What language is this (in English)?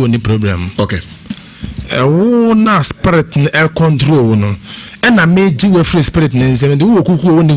Akan